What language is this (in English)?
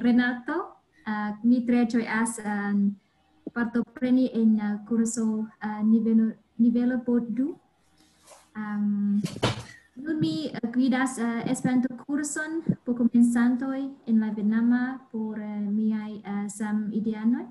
Esperanto